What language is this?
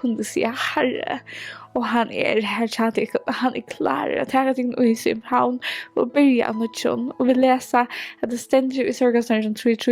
Faroese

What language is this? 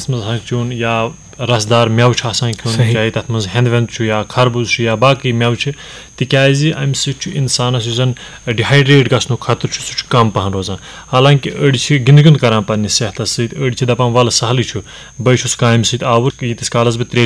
Kashmiri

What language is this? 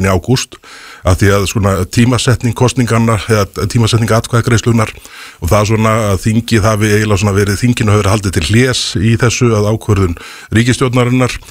Icelandic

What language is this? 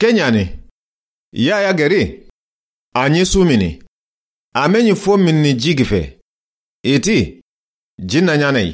Soninke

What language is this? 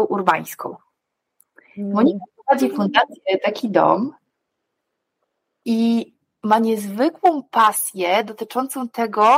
Polish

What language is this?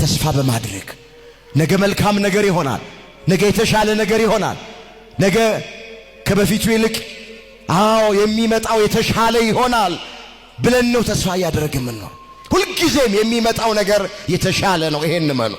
Amharic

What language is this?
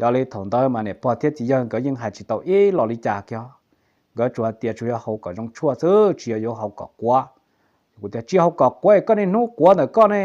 Hmong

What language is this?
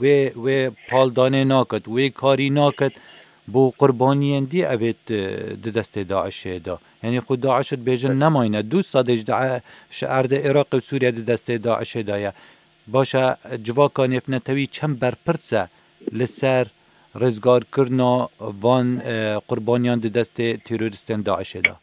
Kurdish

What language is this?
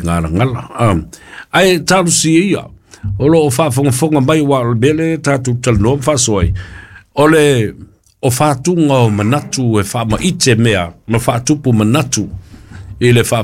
Samoan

